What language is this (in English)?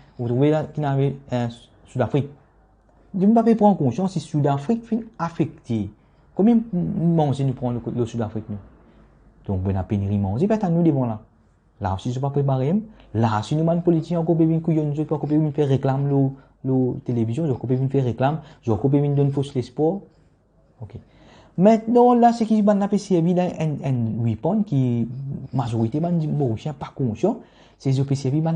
Morisyen